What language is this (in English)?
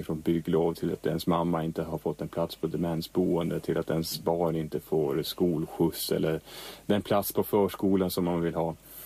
Swedish